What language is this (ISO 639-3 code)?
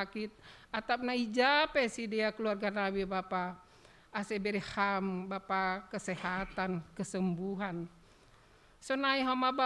bts